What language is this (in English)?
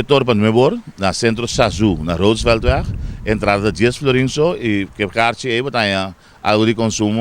Papiamento